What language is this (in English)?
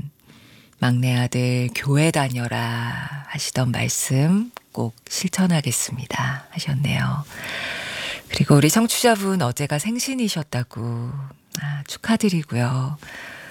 Korean